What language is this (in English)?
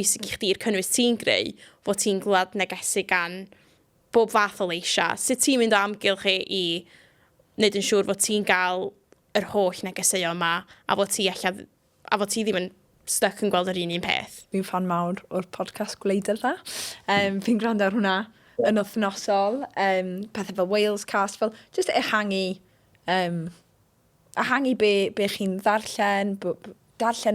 Welsh